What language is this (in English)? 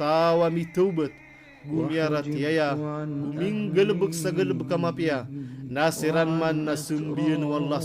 Maranao